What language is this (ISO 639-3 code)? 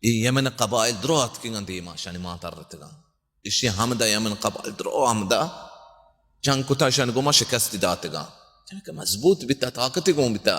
bal